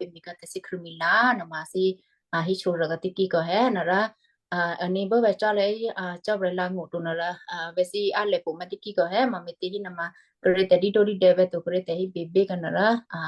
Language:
Western Kayah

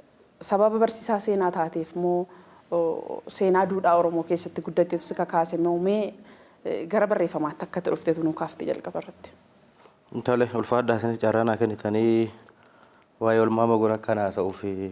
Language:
Oromo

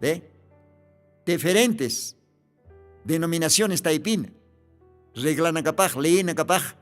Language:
Aymara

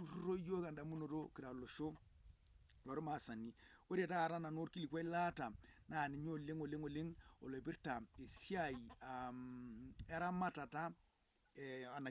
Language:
Masai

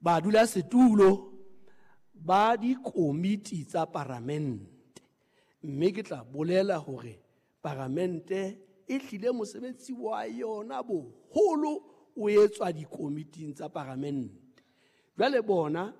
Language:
Southern Sotho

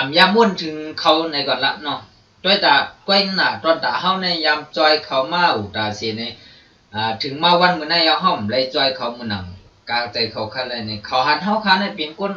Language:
Shan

